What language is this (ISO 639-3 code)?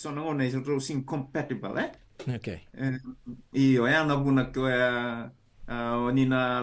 fij